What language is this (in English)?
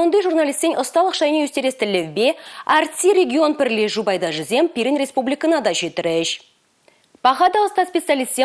Chuvash